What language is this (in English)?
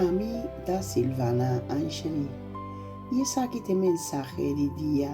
Papiamento